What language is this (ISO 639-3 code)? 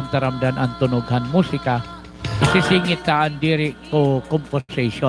war